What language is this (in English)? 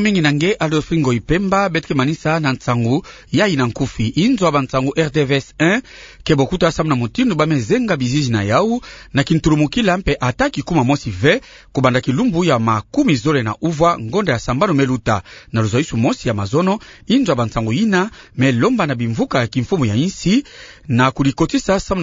Kituba (Democratic Republic of Congo)